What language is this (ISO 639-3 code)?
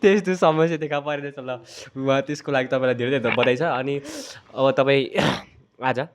nep